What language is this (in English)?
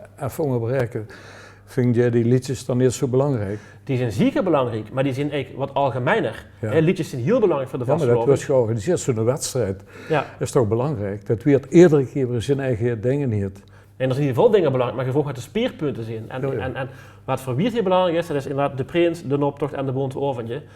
Limburgish